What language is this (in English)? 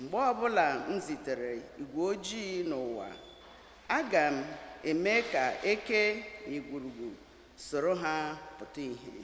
Igbo